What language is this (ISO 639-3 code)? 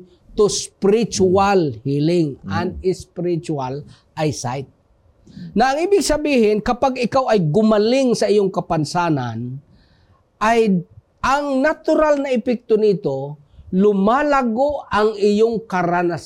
fil